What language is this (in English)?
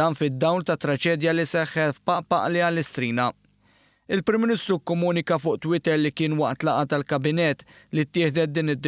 Maltese